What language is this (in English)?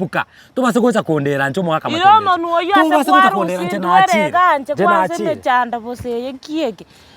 Gusii